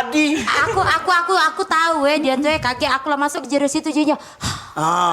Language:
Musi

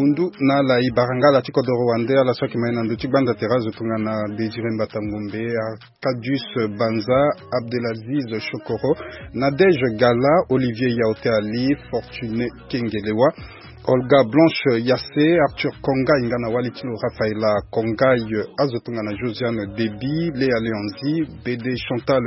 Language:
Sango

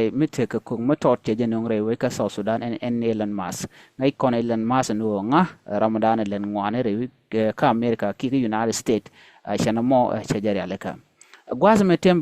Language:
Nuer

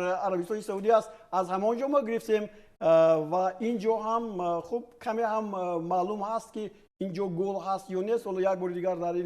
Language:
Tajik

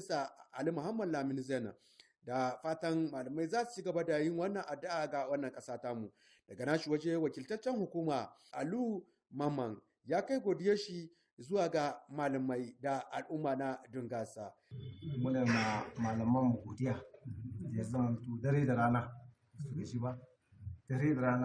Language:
Hausa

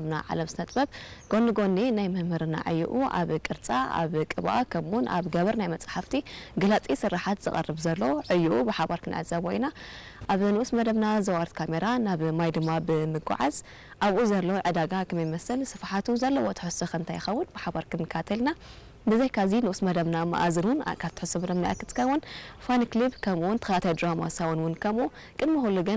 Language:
Tigrinya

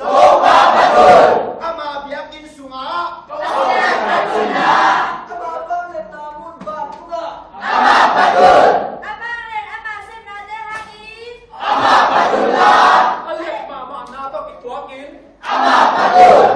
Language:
Tedim Chin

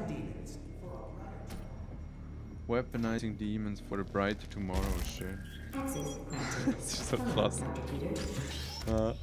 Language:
Swiss German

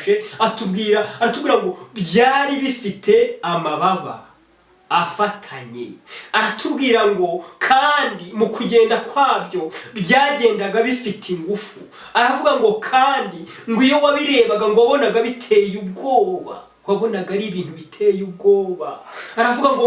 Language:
Kinyarwanda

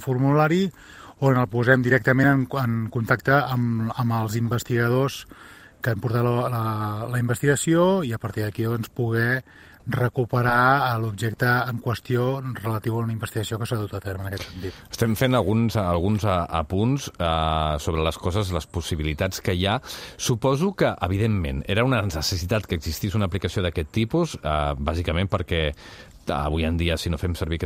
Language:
Catalan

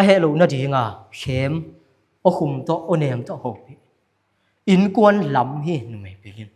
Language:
Tedim Chin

